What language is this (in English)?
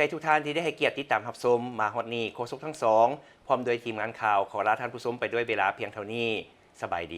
Lao